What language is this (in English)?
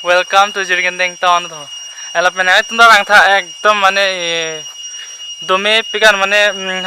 Karbi